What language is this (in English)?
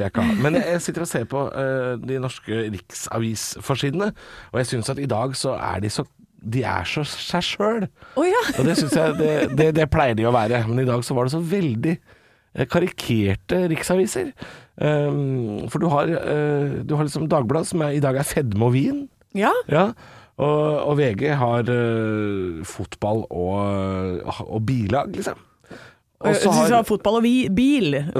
Norwegian